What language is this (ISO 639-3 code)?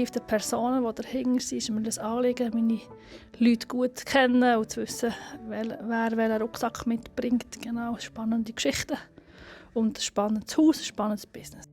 gsw